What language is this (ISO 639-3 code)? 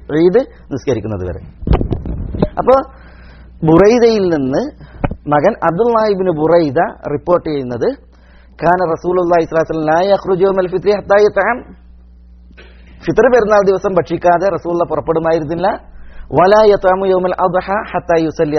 mal